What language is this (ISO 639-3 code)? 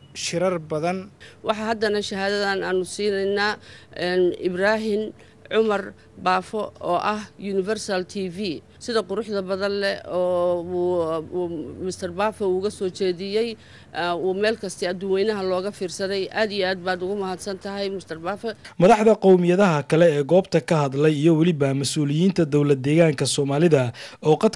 som